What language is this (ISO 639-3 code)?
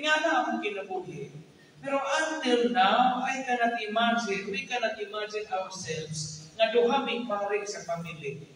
ceb